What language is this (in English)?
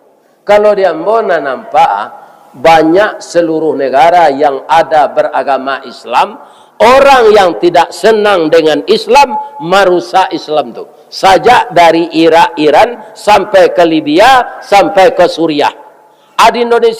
Minangkabau